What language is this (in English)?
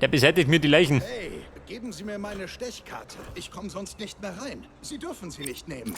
Bavarian